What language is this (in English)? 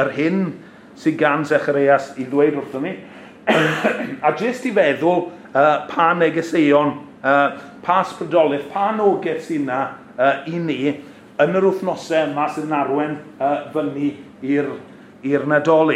Welsh